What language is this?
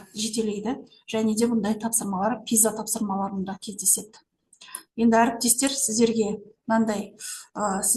Kazakh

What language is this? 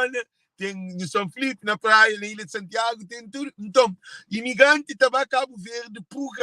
Kabuverdianu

